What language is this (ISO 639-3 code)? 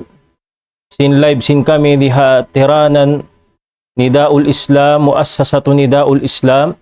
tsg